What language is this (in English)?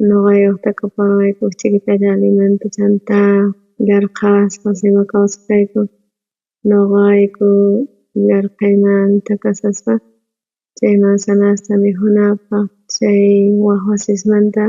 South Bolivian Quechua